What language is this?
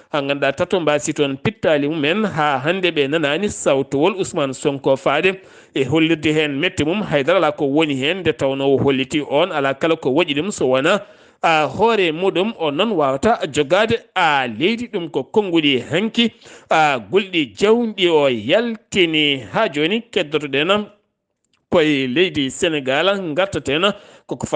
Fula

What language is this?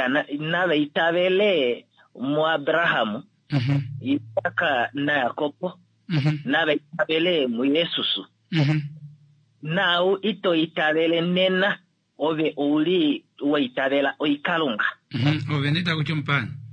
Kuanyama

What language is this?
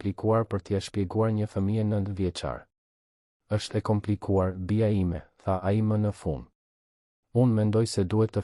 Albanian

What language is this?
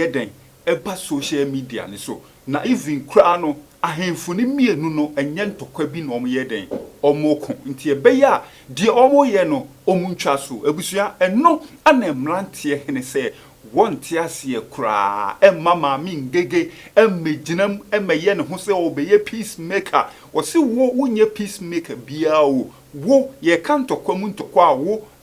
Akan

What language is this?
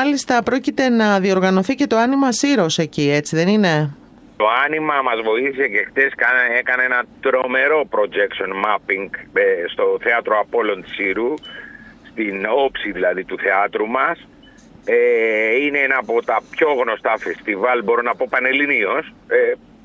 Greek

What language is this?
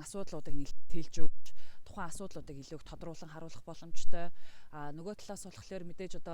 Mongolian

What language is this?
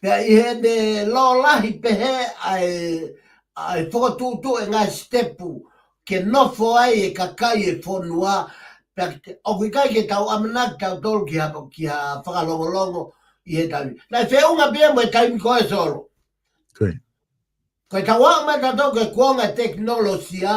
Tongan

